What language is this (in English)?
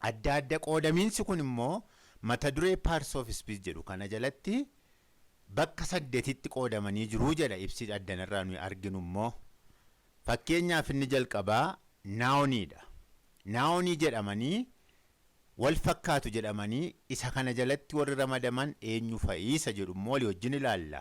Oromo